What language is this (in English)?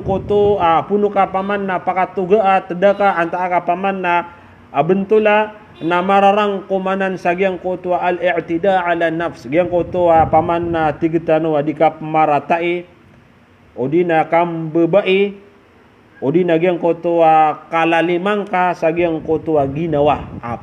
Maranao